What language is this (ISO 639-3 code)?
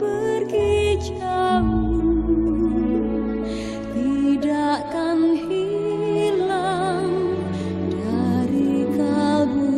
bew